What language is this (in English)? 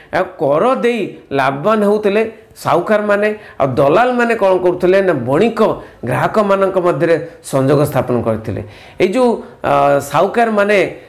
Odia